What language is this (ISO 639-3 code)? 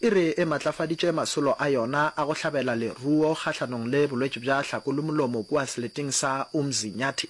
nso